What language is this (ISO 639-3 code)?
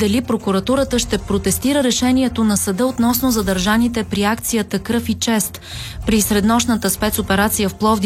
bul